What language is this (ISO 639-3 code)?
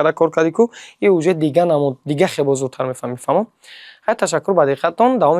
tgk